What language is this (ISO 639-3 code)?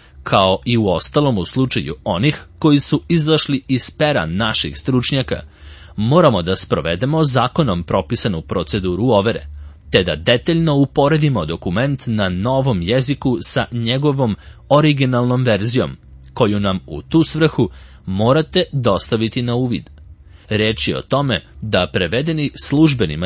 srp